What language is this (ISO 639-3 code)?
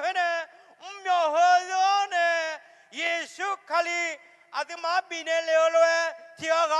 ahk